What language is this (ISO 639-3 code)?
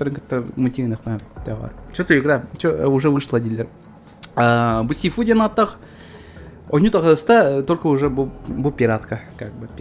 sah